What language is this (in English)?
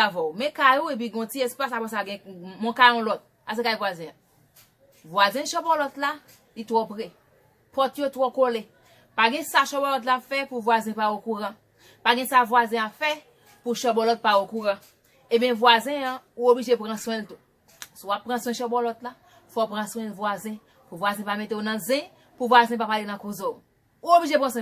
Haitian Creole